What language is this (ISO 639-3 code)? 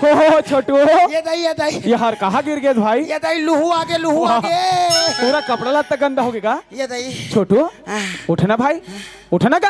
hne